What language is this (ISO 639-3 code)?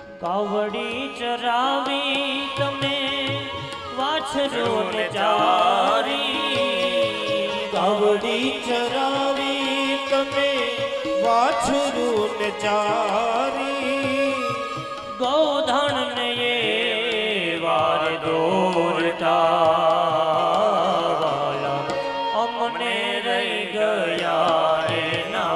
guj